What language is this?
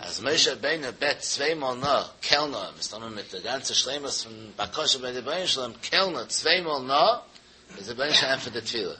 Yiddish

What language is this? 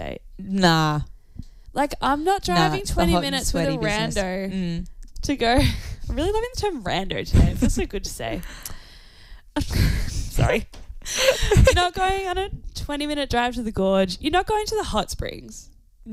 English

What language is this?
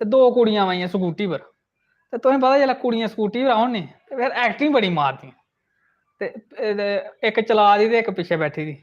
Dogri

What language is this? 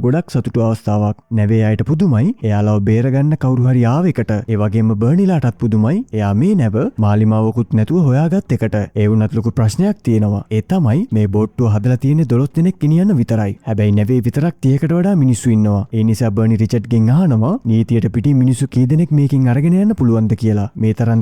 Sinhala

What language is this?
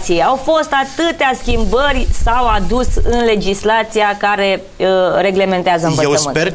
Romanian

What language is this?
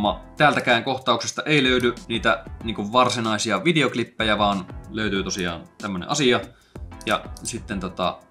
Finnish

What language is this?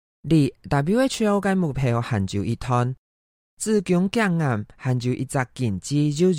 Hakka Chinese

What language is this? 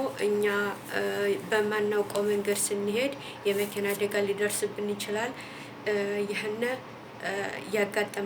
Amharic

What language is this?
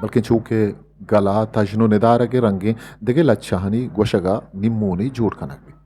Eastern Balochi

